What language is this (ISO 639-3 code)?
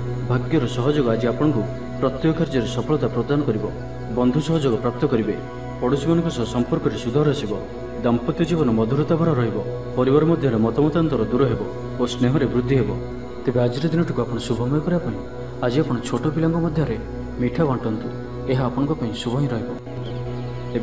ori